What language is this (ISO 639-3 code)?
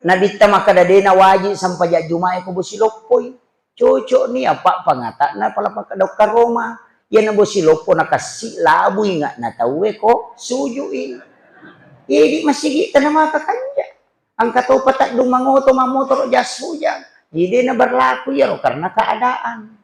bug